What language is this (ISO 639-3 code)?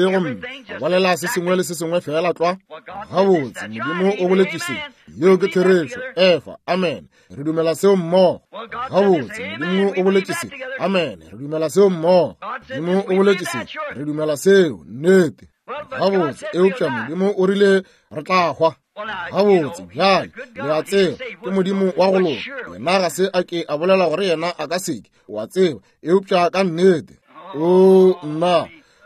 nso